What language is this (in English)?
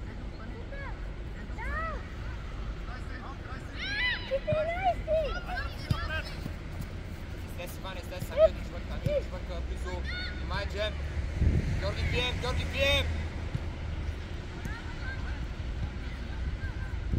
Bulgarian